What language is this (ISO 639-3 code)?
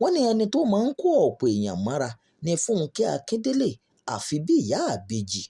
yor